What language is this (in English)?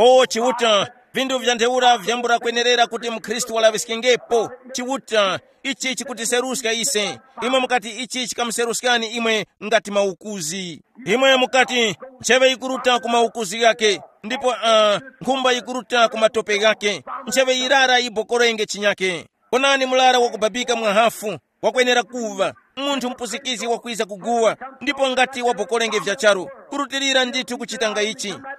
Tumbuka